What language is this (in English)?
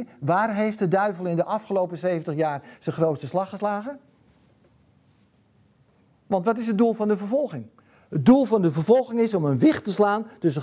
Dutch